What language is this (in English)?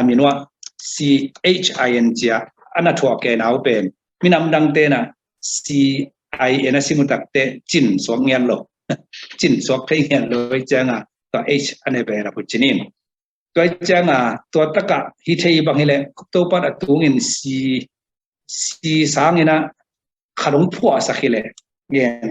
Tedim Chin